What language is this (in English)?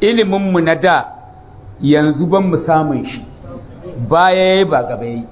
Hausa